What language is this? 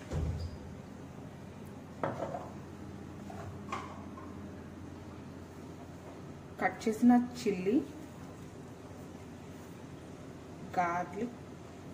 Telugu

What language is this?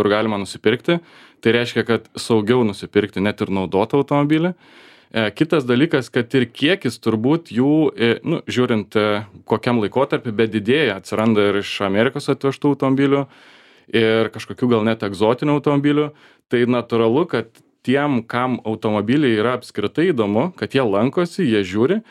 Lithuanian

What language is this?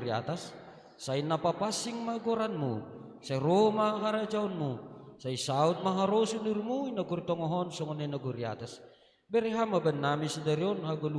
Batak Simalungun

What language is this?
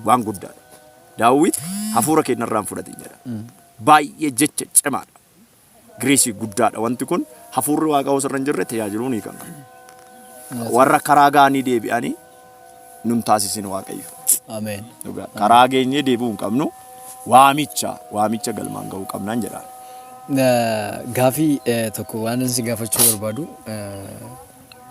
Oromo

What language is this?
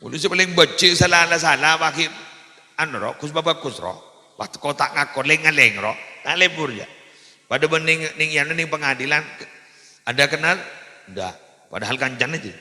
Madurese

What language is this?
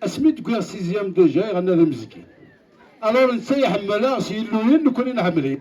Kabyle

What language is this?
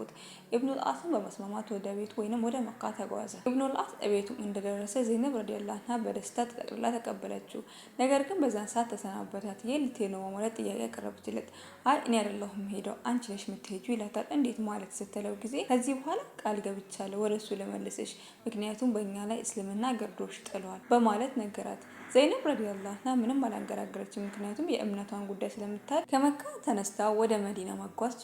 Amharic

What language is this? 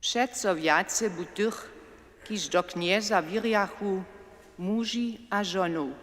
Upper Sorbian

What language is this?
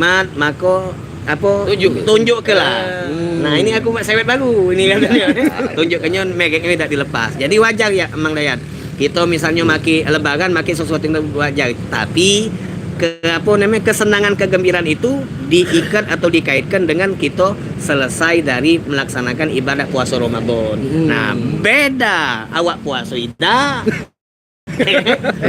Musi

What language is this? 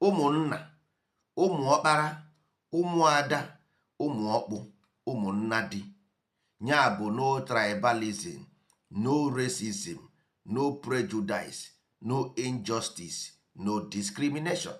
Igbo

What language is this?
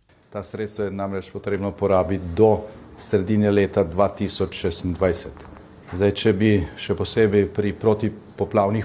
Slovenian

